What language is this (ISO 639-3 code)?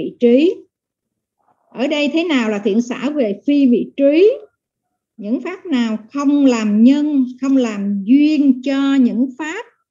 vie